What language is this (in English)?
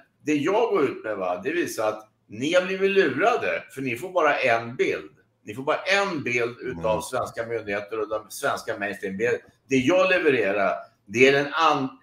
Swedish